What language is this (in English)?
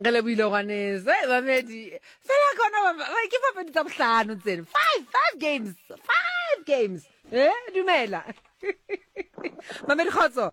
Southern Sotho